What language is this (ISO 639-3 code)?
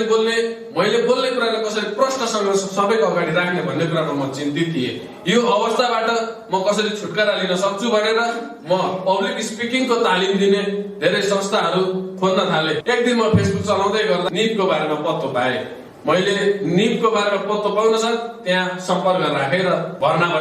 nep